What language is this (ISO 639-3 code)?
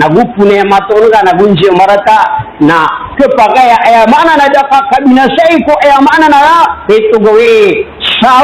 mrw